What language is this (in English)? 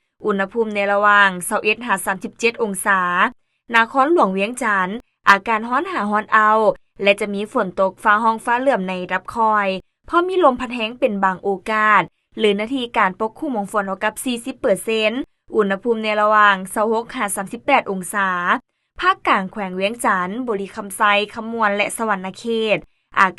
Lao